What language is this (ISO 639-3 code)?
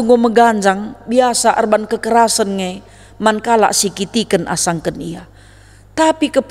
btx